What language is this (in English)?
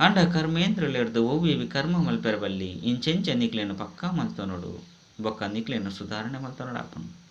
Tulu